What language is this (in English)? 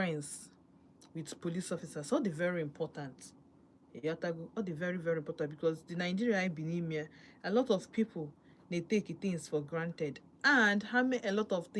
Igbo